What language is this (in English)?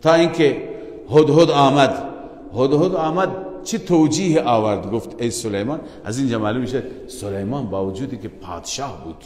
Persian